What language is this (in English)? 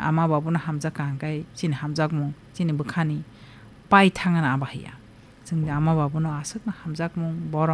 Kok Borok